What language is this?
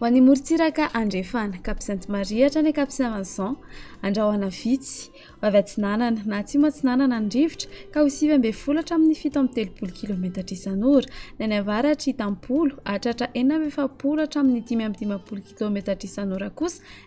Malagasy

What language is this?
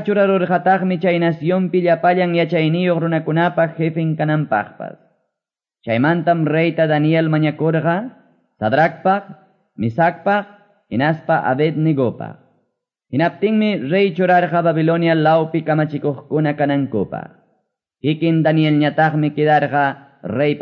Quechua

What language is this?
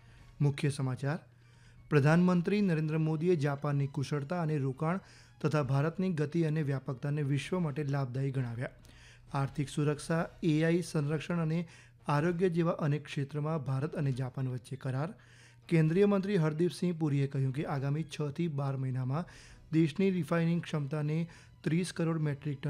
Gujarati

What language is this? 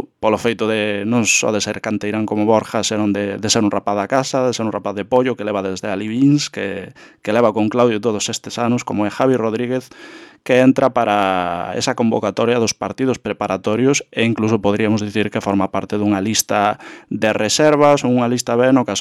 Galician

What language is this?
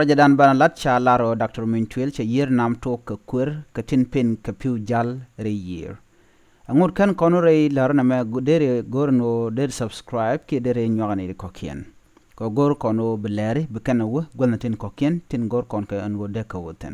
Nuer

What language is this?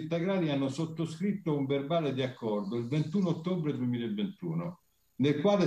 Italian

